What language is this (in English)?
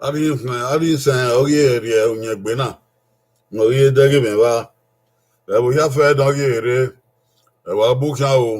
Bini